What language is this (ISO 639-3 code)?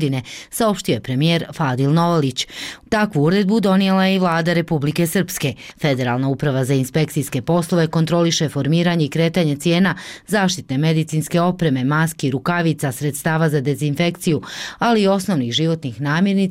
bos